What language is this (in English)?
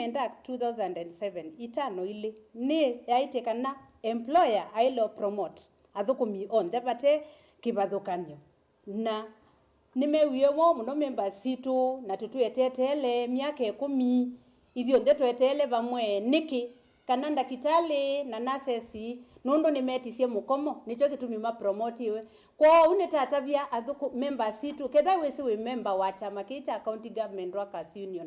Kamba